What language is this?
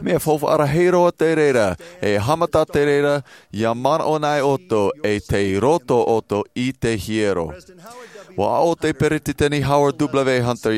Tahitian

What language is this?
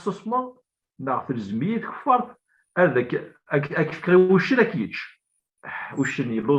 Kabyle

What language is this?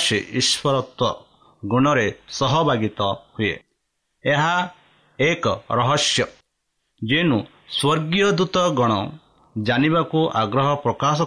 Odia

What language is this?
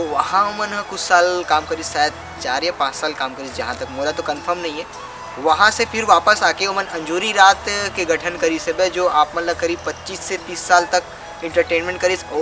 Chhattisgarhi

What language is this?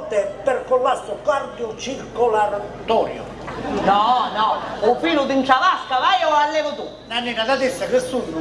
Sicilian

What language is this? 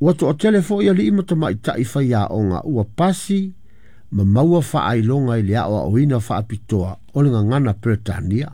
Samoan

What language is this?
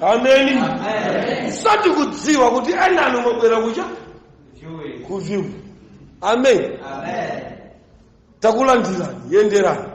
Nyanja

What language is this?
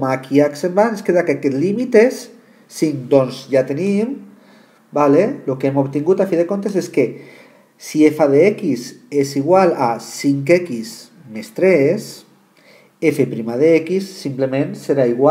Catalan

